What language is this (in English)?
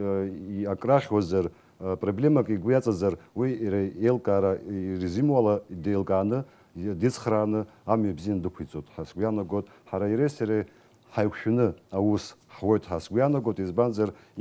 Abkhazian